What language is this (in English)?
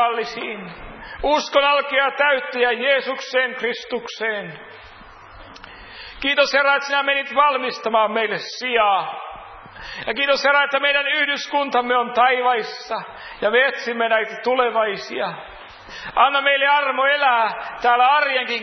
Finnish